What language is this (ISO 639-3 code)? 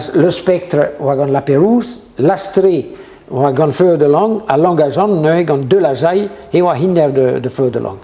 bre